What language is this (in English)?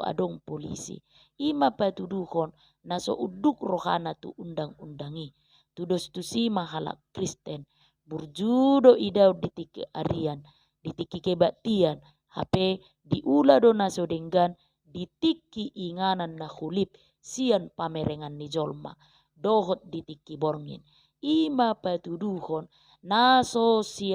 Batak Toba